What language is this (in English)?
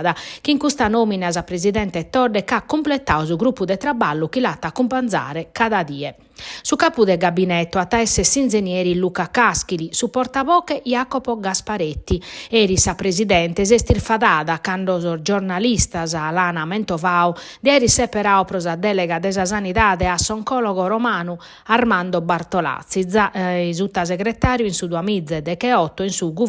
Sardinian